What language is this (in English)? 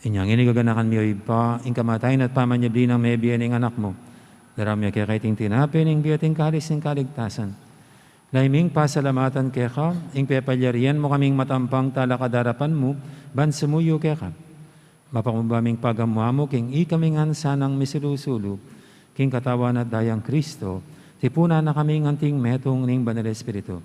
Pampanga